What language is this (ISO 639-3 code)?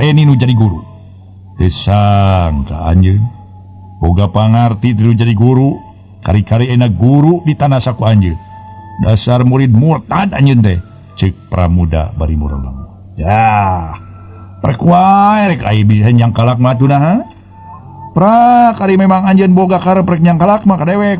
sun